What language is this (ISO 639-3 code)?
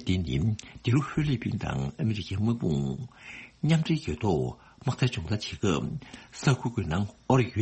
bod